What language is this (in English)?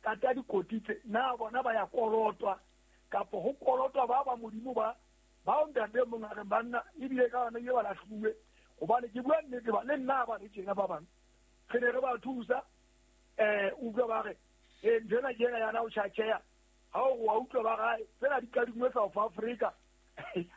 Southern Sotho